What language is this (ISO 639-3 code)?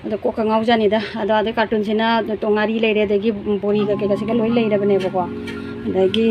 mni